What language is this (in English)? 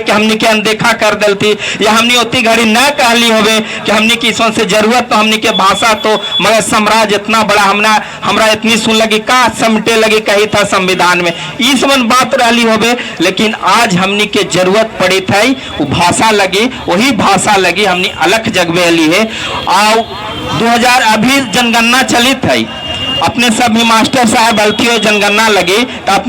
Magahi